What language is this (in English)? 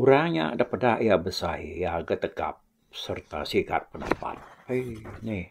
Iban